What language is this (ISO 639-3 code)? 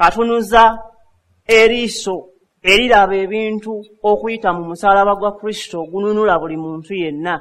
lug